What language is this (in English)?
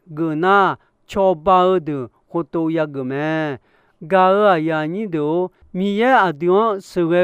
Akha